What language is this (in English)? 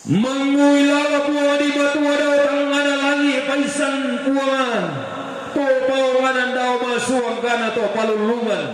Toraja-Sa'dan